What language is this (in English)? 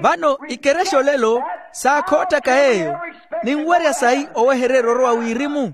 Makhuwa